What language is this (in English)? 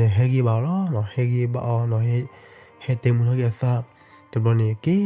S'gaw Karen